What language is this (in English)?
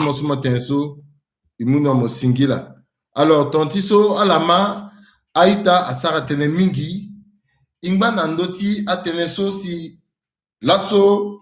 Sango